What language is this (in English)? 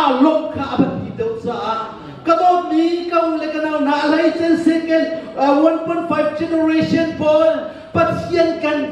Hakha Chin